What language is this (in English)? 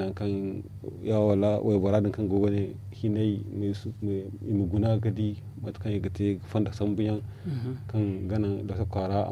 Zarma